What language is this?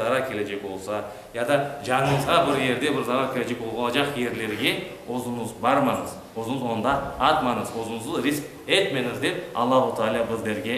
Crimean Tatar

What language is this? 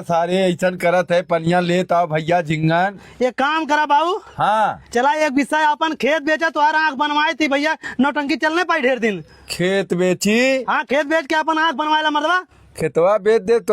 Awadhi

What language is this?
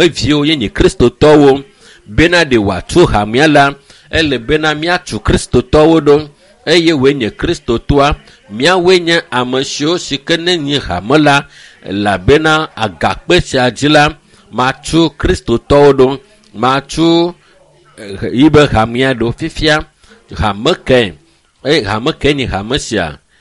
Ewe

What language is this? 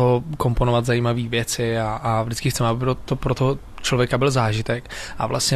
Czech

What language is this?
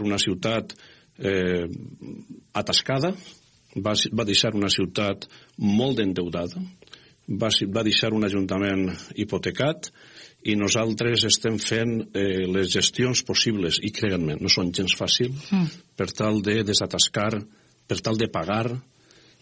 Catalan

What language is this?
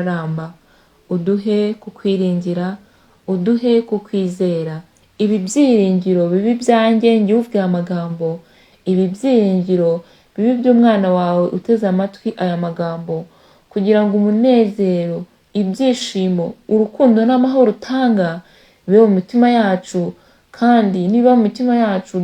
Kinyarwanda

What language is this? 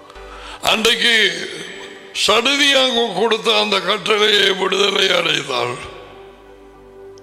Tamil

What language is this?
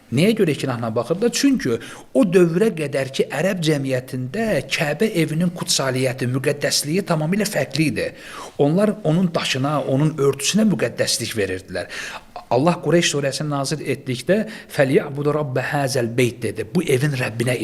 Azerbaijani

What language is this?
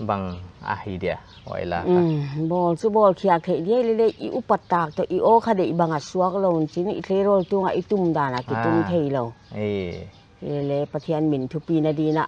Paite Chin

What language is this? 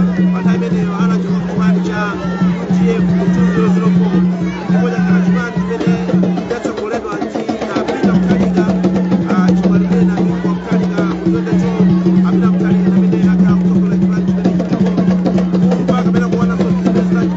Nyanja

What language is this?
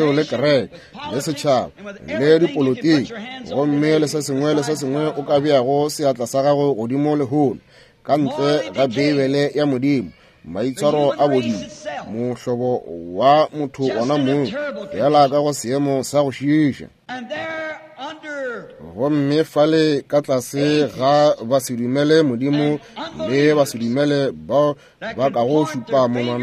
Northern Sotho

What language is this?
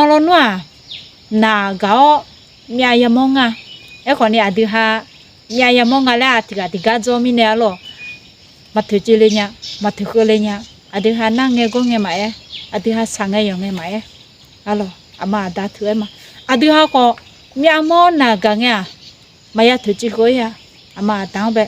Akha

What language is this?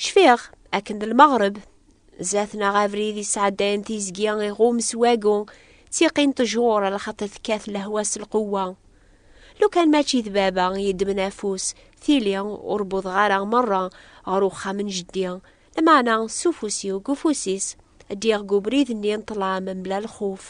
Kabyle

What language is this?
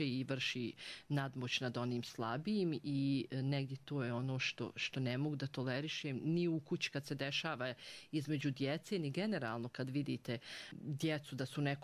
Bosnian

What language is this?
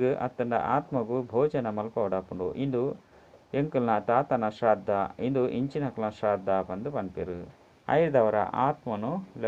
Tulu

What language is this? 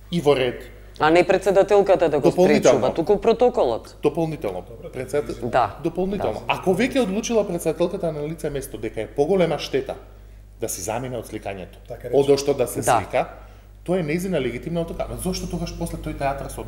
Macedonian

